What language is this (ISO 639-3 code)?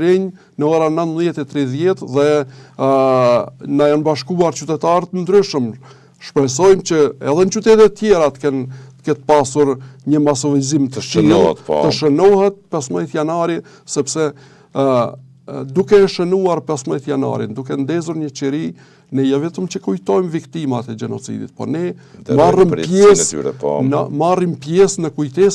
sqi